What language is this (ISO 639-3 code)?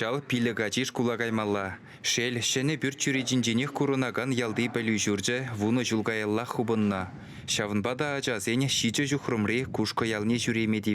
chv